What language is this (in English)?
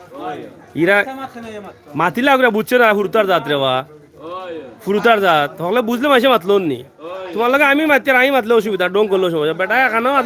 Sylheti